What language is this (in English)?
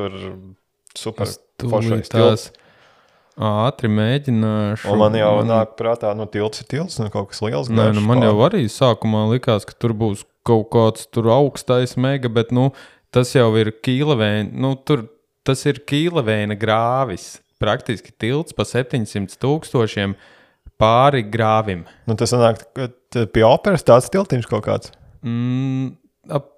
Latvian